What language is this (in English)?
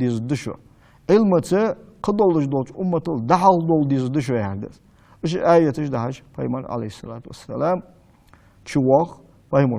Ingush